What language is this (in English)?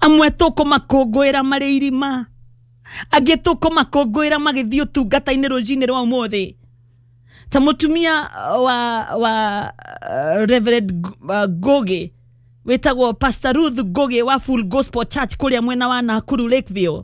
Kikuyu